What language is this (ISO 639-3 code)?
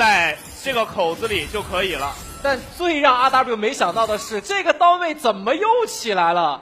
zho